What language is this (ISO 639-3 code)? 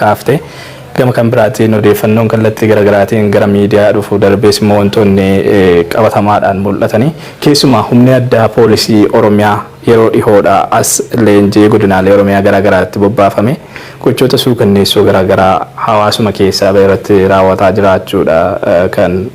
orm